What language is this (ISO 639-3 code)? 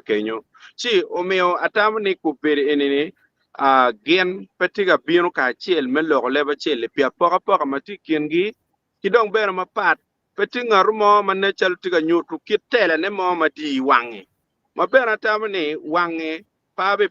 ach